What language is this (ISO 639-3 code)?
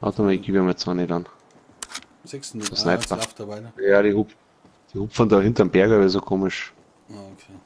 bar